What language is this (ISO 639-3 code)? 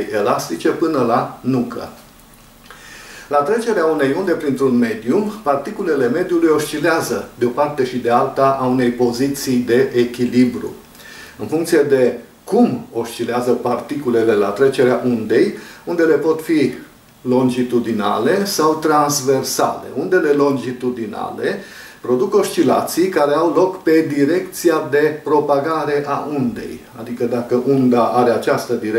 ron